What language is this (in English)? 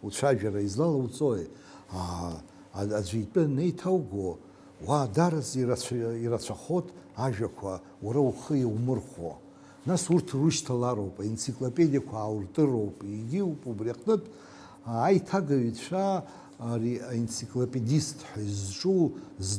Abkhazian